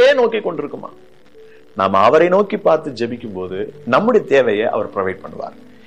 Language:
Tamil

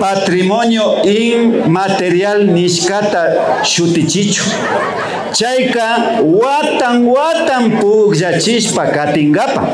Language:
Imbabura Highland Quichua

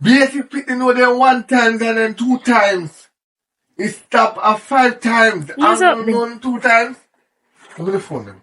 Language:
Jamaican Creole English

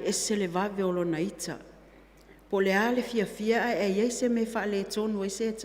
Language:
Samoan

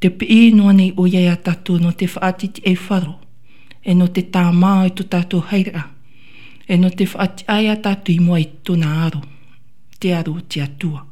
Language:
Tahitian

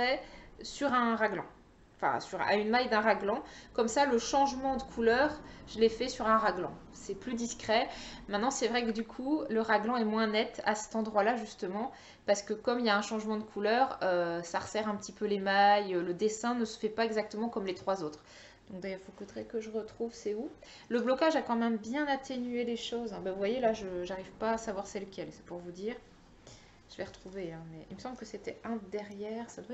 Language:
French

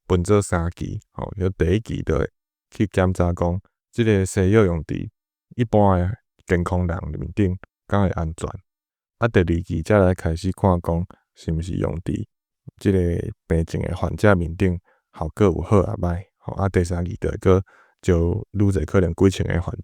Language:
Min Nan Chinese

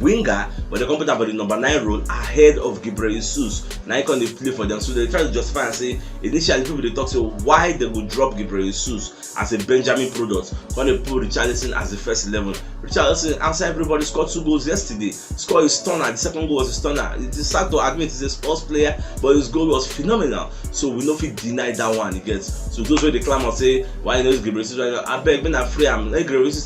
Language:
Nigerian Pidgin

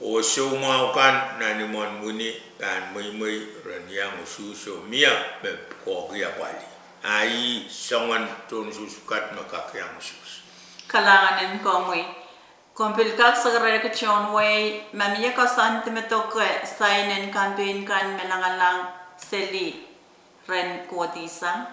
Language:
Pohnpeian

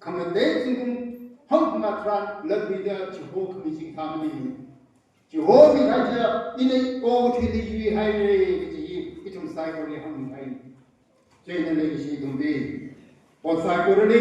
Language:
Tangkhul Naga (India)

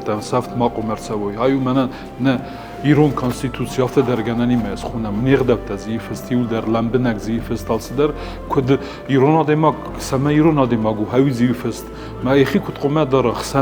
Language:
Ossetic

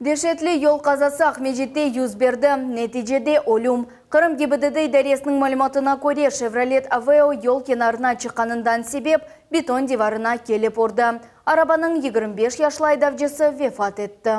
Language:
Crimean Tatar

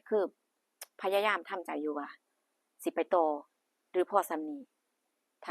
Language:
Northeastern Thai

